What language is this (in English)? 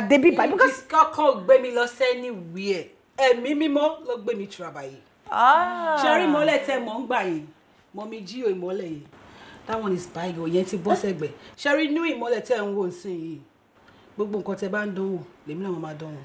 Yoruba